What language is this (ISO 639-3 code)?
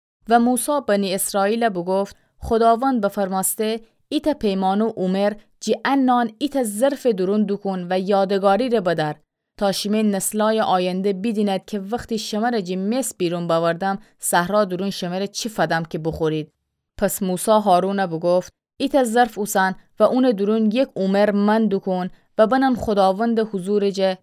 glk